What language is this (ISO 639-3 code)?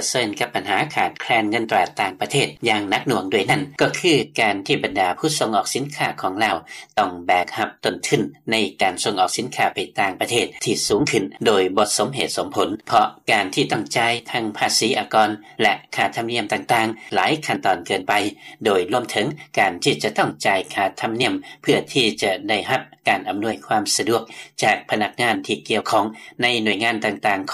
lao